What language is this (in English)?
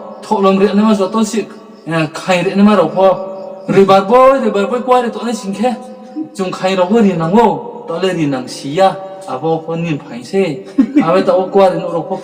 Riang (India)